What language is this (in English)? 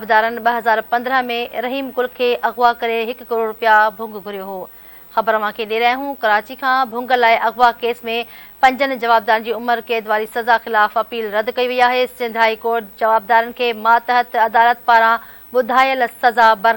Sindhi